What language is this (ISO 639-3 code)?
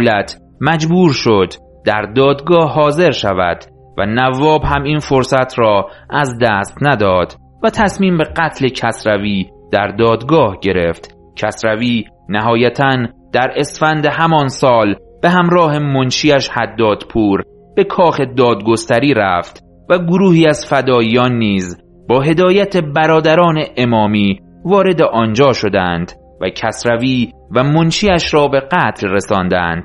fas